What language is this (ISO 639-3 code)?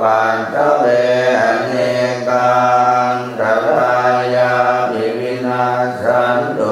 pli